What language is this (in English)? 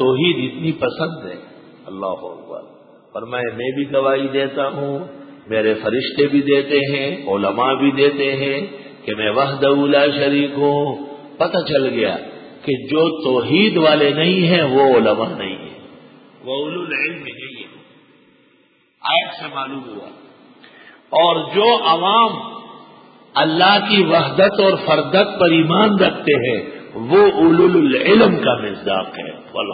Urdu